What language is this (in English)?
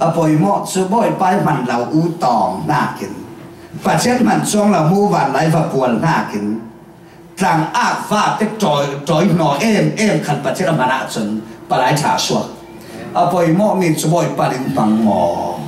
Falam Chin